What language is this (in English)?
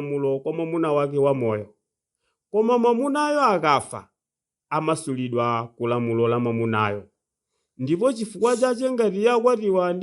Nyanja